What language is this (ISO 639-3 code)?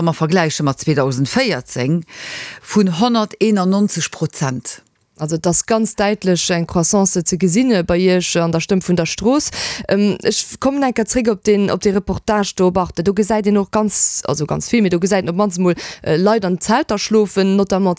ltz